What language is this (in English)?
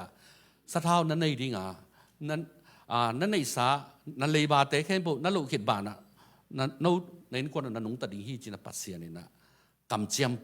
Tedim Chin